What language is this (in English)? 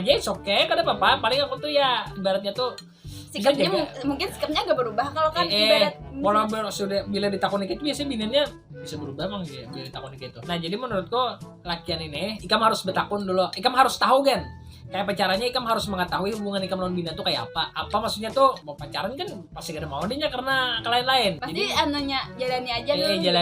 Banjar